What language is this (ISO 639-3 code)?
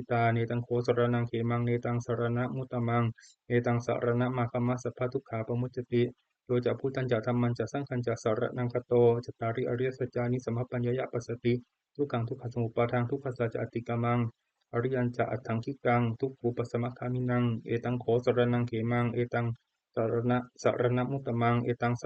pli